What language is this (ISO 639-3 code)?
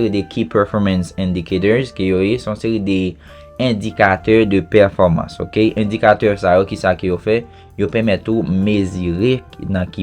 hat